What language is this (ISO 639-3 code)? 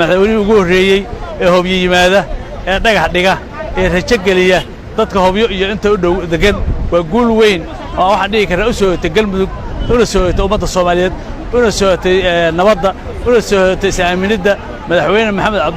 som